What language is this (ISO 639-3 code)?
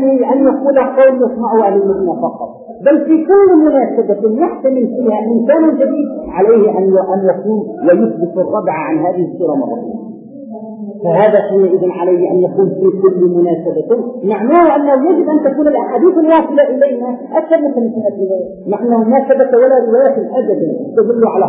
ara